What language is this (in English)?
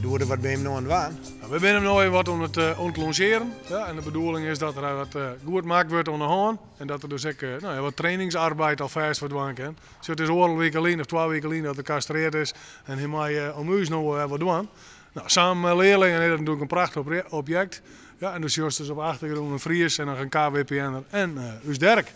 Western Frisian